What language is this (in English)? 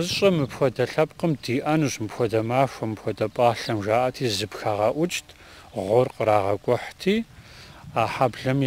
Kabardian